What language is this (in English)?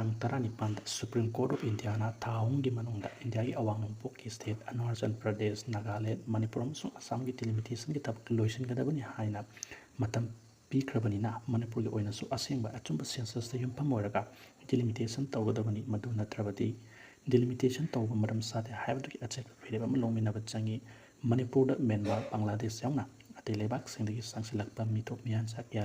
Manipuri